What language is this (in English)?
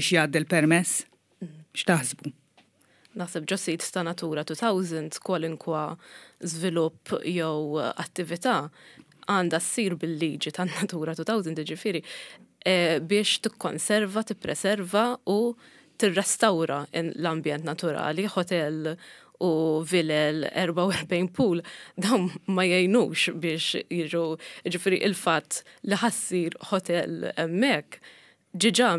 Maltese